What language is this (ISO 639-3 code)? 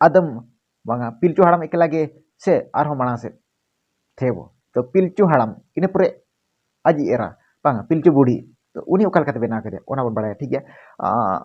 sat